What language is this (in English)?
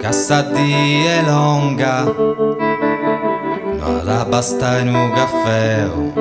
Sardinian